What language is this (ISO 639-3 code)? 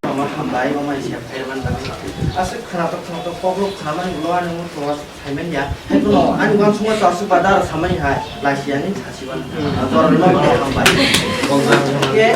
trp